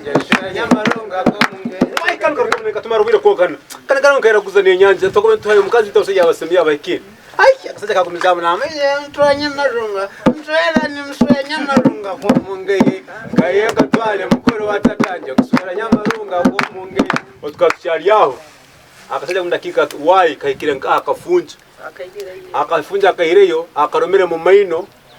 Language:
Tooro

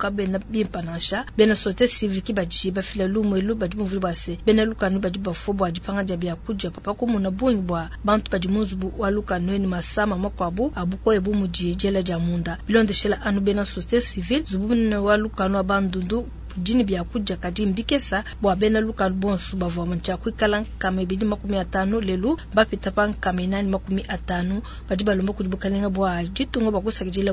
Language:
Luba-Lulua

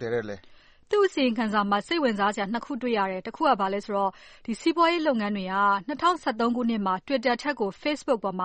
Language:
Burmese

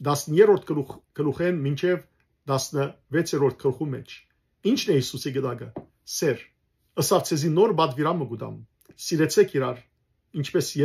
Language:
Western Armenian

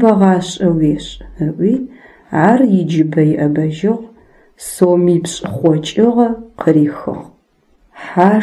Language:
Adyghe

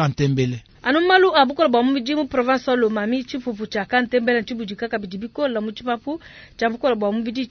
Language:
Luba-Lulua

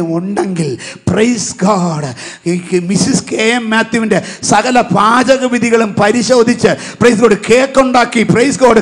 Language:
Malayalam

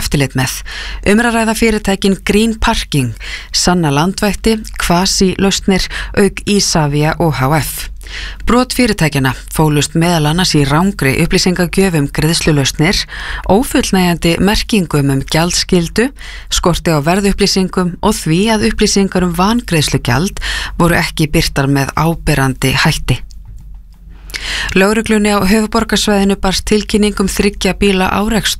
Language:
Icelandic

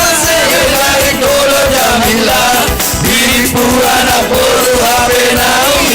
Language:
Batak Simalungun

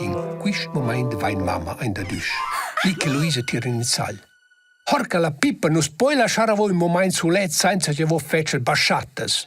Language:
Romansh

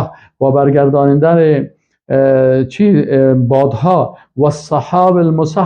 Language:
Persian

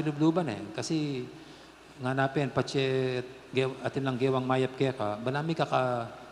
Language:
Pampanga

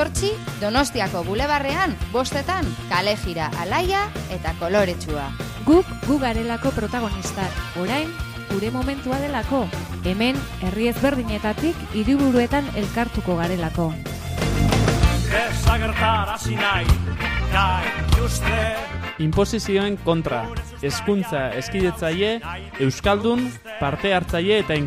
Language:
Basque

